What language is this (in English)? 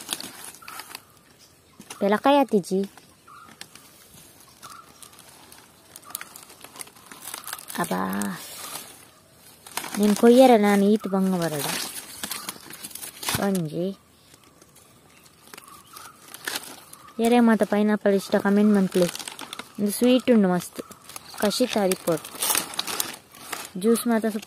Tulu